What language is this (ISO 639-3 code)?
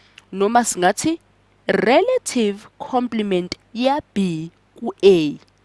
zul